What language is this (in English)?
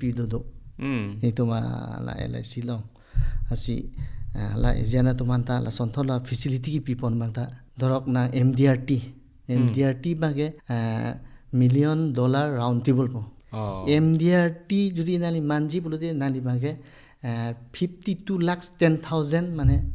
Karbi